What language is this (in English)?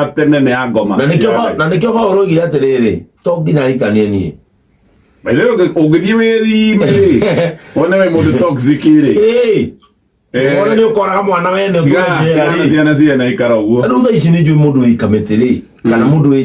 Kikuyu